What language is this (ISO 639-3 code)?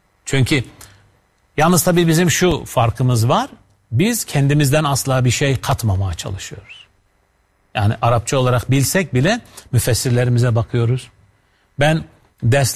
tur